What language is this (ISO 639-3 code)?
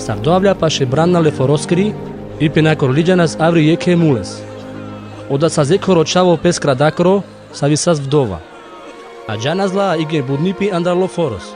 rmc